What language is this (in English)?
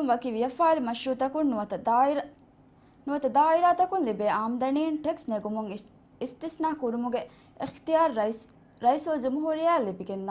Divehi